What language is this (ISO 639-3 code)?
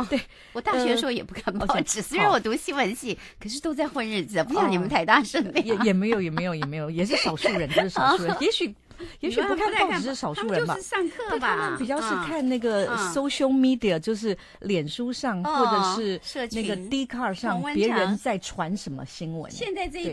zho